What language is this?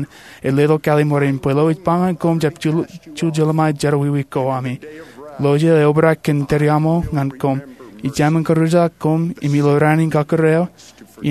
Marshallese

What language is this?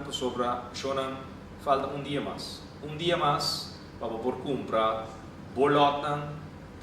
Papiamento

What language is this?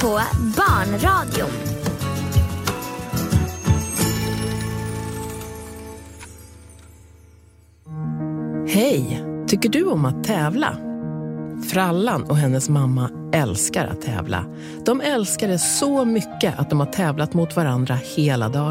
Swedish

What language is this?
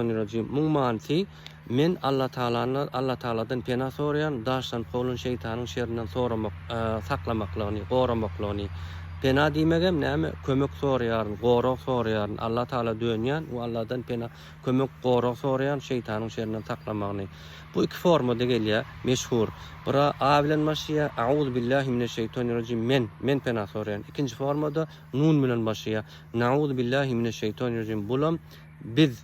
Turkmen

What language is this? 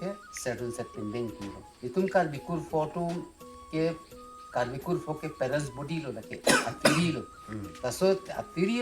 Karbi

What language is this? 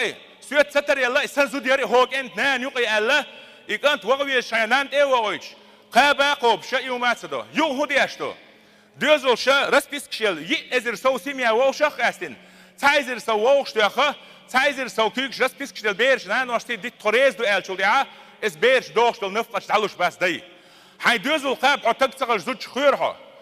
Chechen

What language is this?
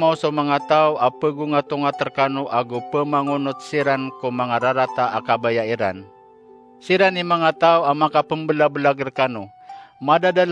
Maranao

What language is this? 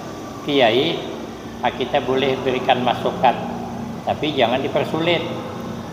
Banjar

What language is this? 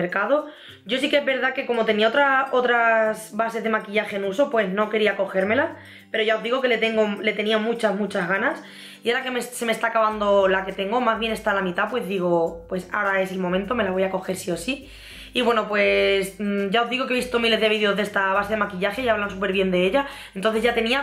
Spanish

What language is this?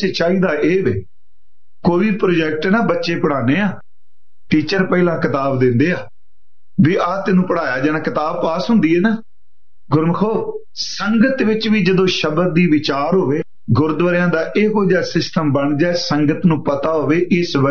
Punjabi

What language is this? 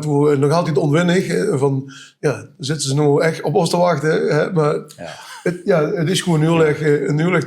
Limburgish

